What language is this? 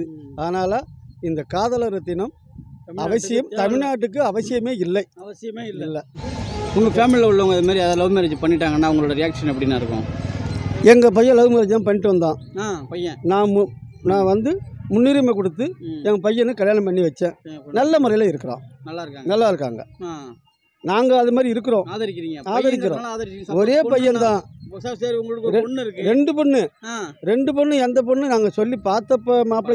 Tamil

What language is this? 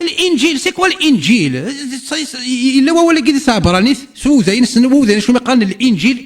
Kabyle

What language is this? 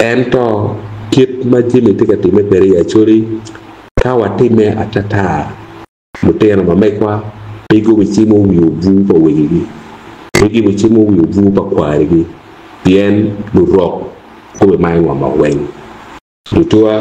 Acoli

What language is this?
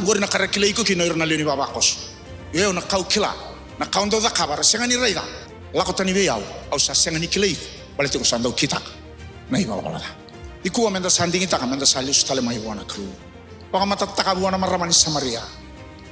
Fijian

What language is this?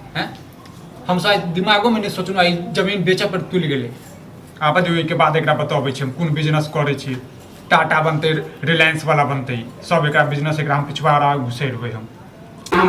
Maithili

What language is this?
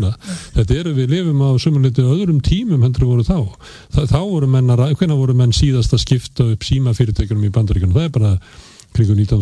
Icelandic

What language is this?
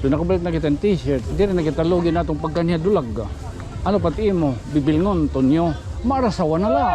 Waray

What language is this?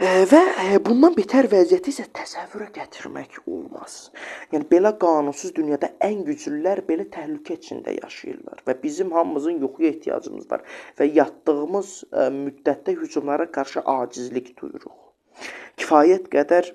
Azerbaijani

